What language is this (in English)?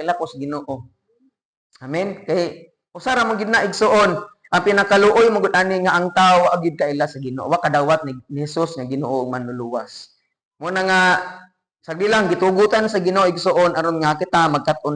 Cebuano